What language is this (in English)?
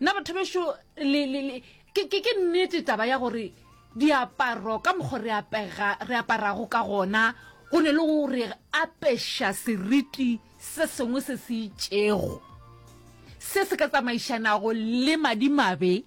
Northern Sotho